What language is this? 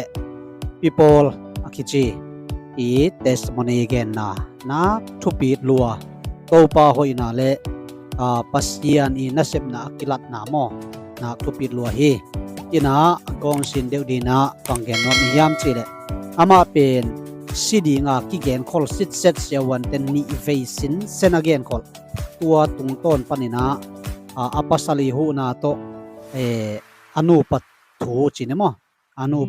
Tedim Chin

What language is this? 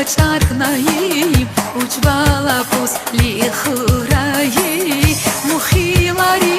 Tabassaran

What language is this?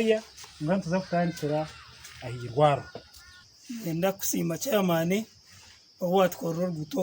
Nyankole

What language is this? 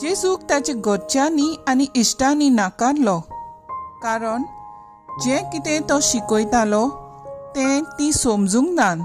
Konkani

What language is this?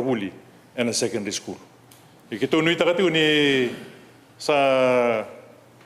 Fijian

